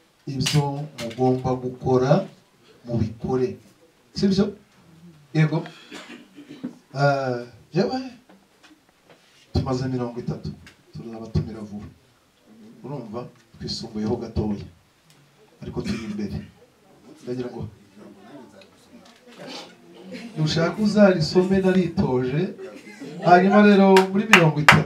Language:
Kinyarwanda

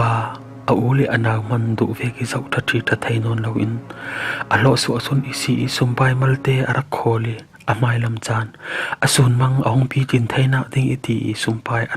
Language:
Falam Chin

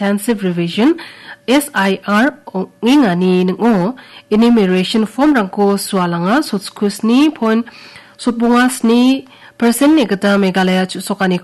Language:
Garo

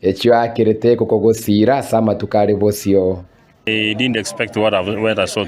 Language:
Gusii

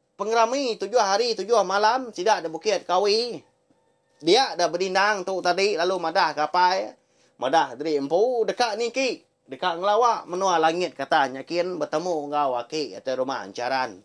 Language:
Iban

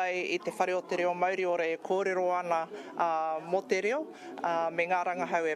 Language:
Māori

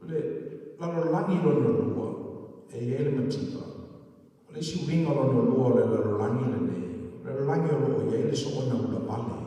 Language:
Samoan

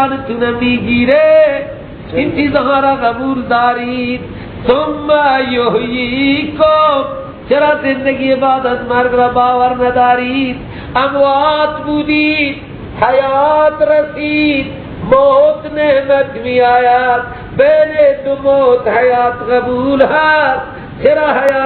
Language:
Persian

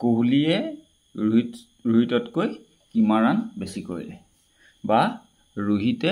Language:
Assamese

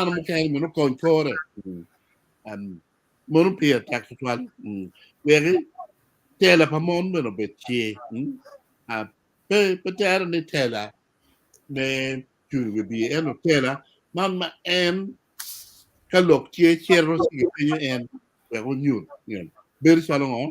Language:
Acoli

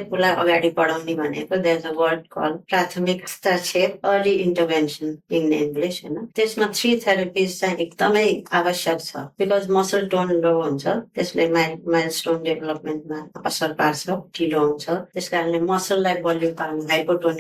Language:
Nepali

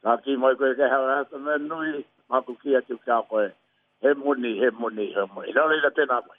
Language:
Māori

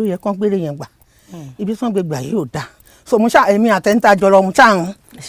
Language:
Yoruba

